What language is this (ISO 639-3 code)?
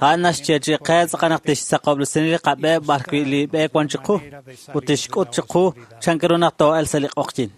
kek